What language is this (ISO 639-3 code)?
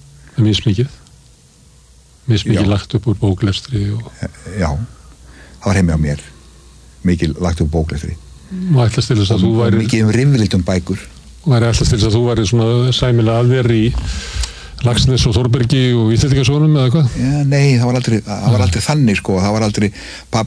isl